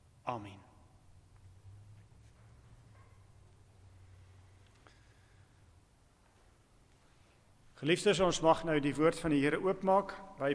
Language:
Afrikaans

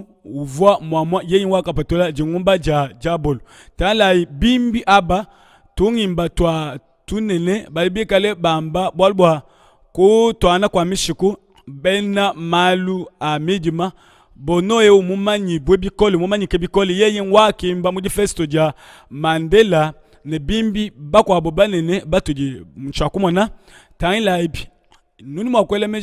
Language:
Luba-Lulua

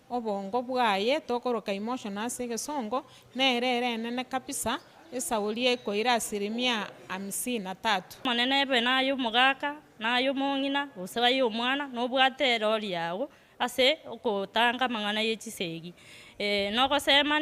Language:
Gusii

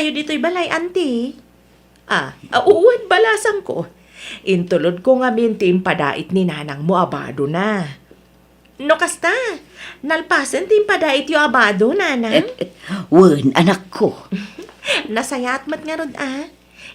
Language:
Iloko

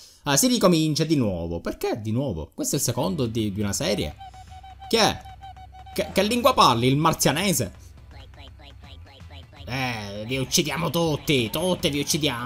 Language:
Italian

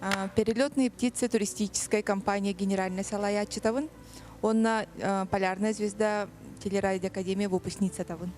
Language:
Yakut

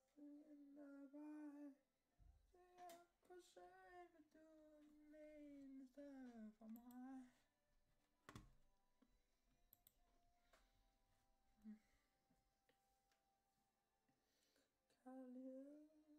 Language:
Danish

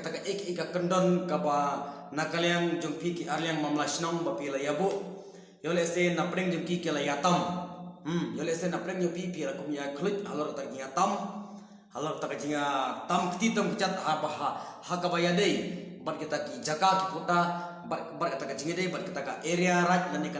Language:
Khasi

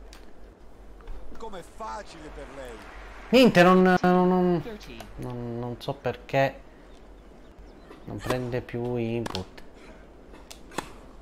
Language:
Italian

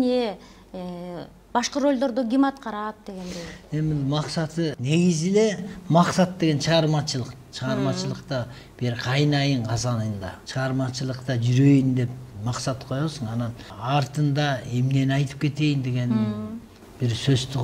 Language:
Kyrgyz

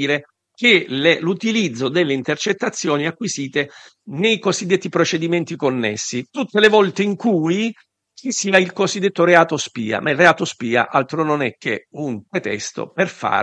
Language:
Italian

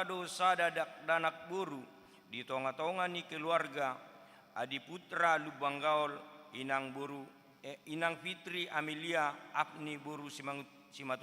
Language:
Batak Toba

